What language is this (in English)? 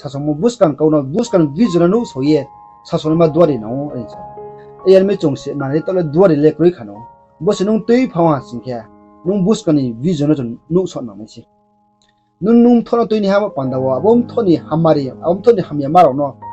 Riang (India)